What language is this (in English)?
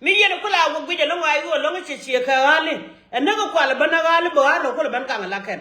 Nuer